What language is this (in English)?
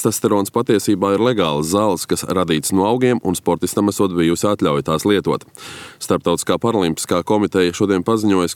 Latvian